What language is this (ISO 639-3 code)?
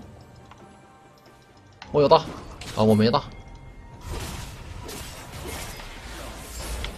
zho